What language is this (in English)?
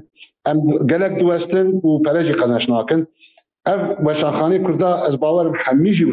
Kurdish